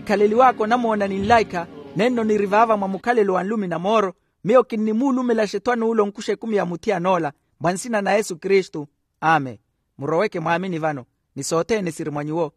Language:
Makhuwa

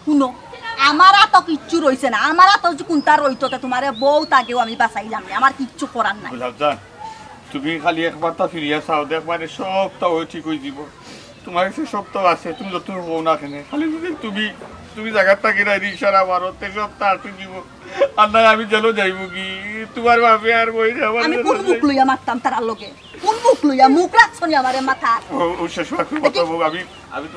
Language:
Sylheti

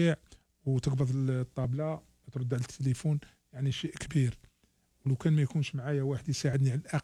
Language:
Algerian Arabic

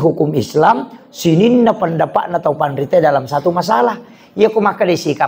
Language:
Buginese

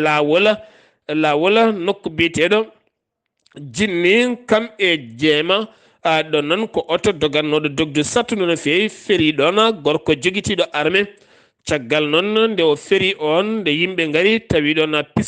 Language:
Fula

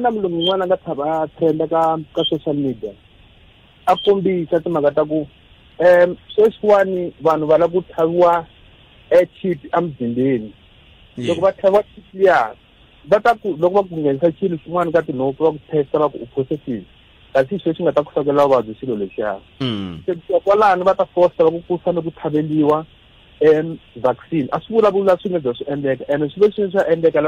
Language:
Tsonga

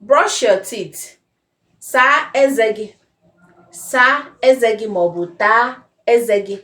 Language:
Igbo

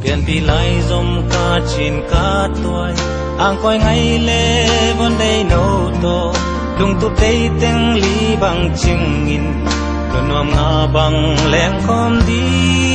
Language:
Tedim Chin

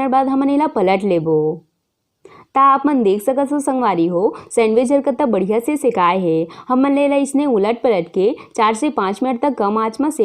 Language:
Chhattisgarhi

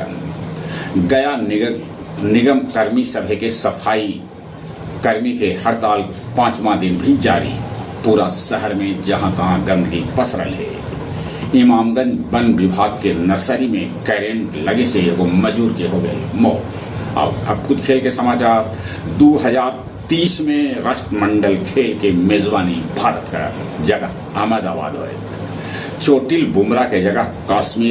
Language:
Magahi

